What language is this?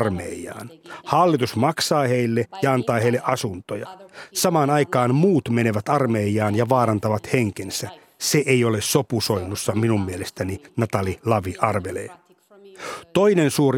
Finnish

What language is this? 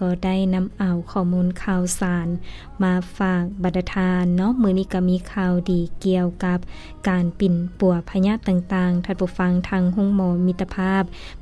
Lao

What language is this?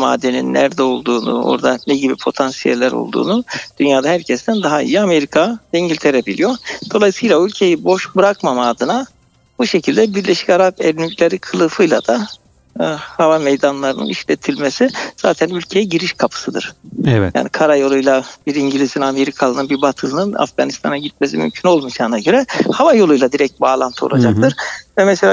Turkish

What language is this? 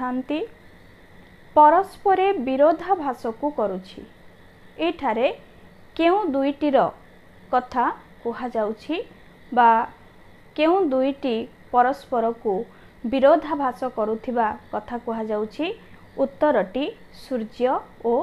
Odia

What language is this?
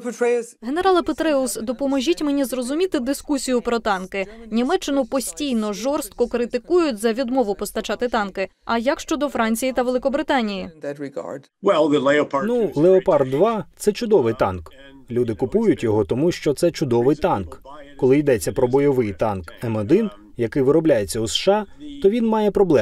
Ukrainian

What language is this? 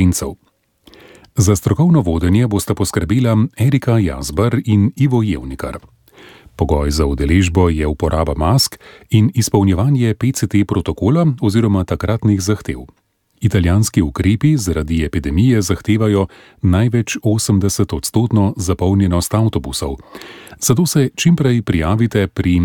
Slovenian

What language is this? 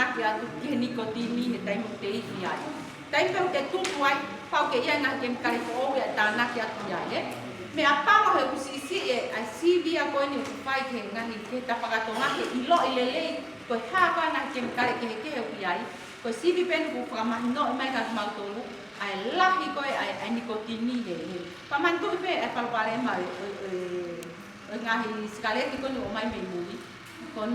Tongan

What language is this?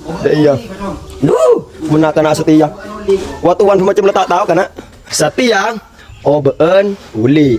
Madurese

